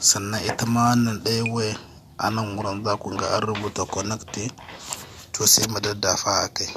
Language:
Hausa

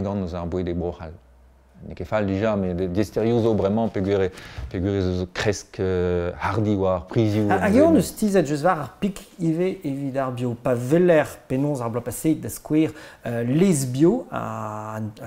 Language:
Breton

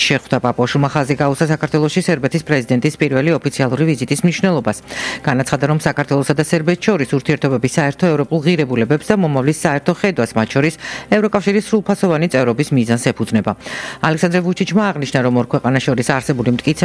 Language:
Georgian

